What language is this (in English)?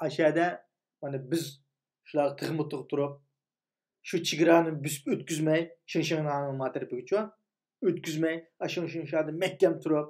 Uyghur